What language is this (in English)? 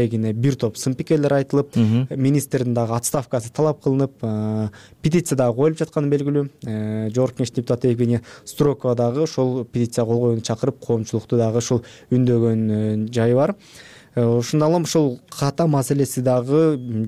Kyrgyz